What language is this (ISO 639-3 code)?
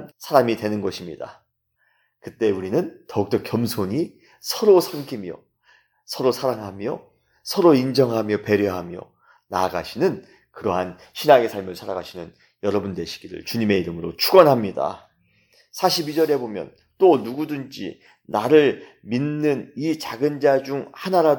kor